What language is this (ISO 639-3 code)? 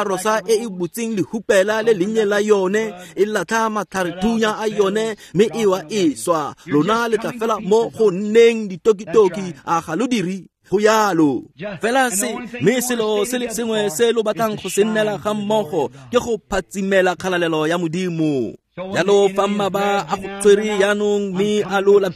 tsn